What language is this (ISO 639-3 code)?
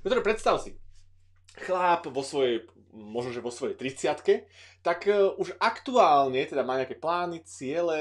slk